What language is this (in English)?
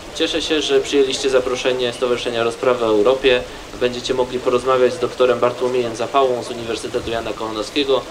Polish